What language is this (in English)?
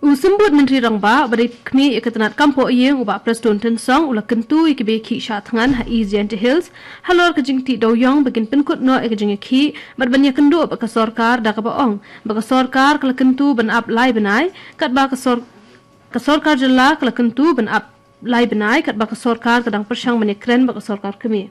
Khasi